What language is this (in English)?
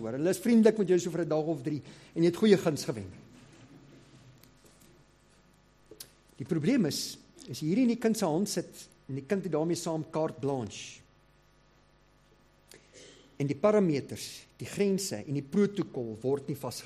Afrikaans